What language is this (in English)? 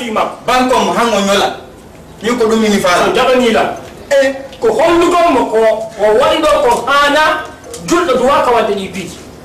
Fula